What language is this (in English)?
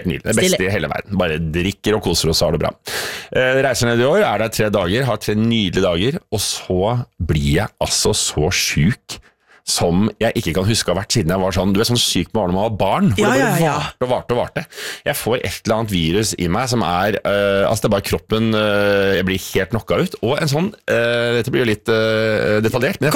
Norwegian